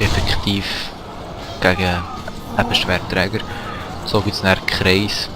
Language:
Swiss German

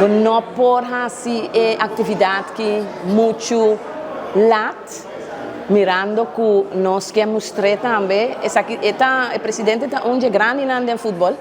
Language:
Papiamento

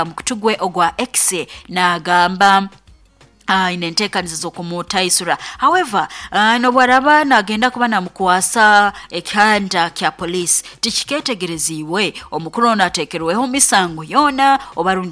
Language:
Nyoro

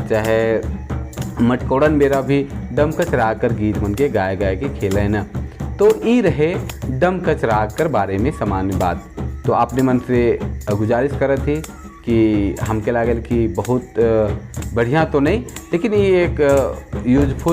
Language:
Sadri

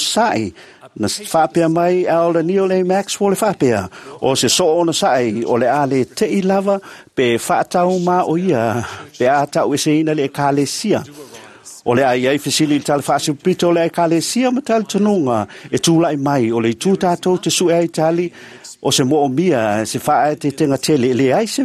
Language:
Samoan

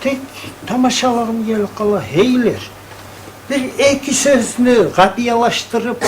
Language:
Kumyk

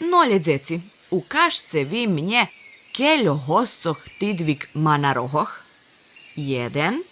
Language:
Rusyn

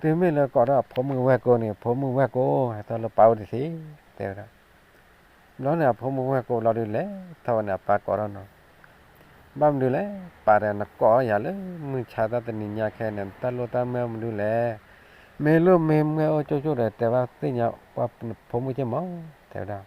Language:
S'gaw Karen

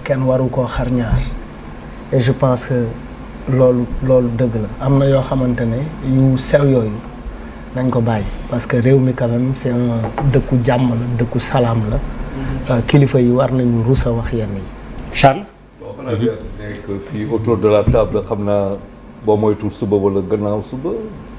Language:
Wolof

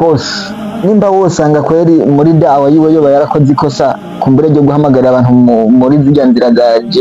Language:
Rundi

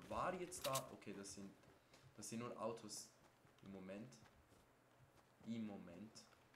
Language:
German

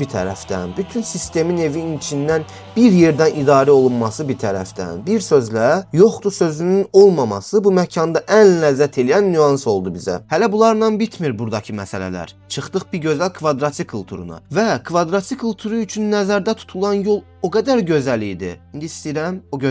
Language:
Azerbaijani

